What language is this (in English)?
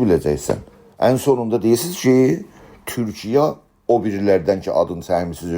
South Azerbaijani